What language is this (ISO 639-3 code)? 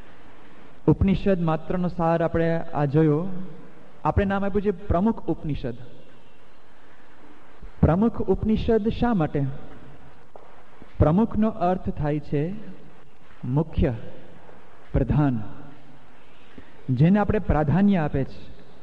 guj